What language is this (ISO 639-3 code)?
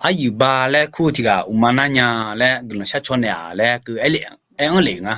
ahk